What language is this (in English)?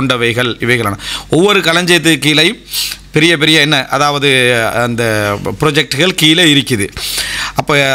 Tamil